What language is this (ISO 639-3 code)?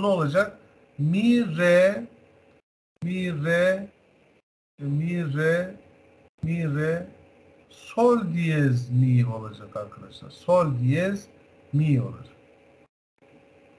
tur